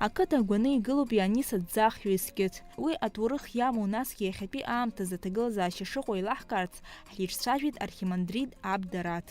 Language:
Abkhazian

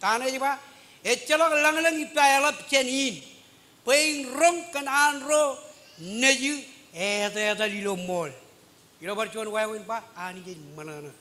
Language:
Marshallese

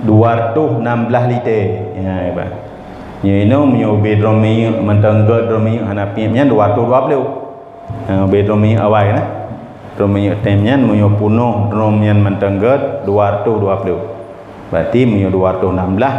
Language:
Achinese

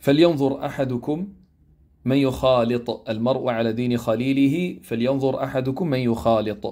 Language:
Kabuverdianu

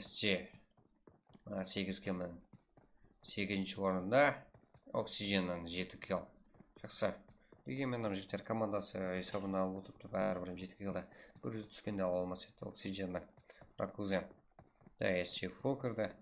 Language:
Kara-Kalpak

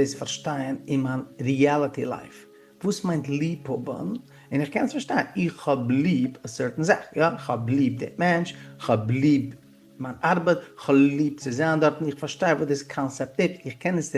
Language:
Yiddish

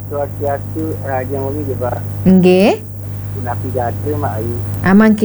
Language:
Balinese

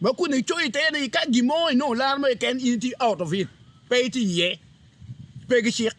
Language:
Acoli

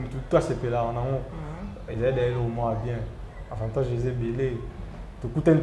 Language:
Lingala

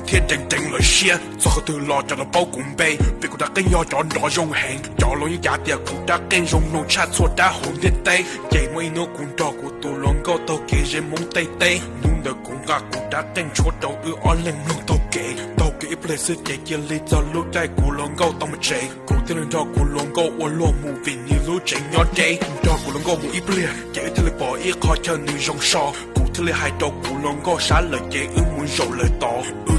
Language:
Hmong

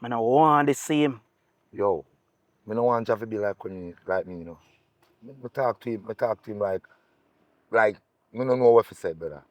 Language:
Jamaican Creole English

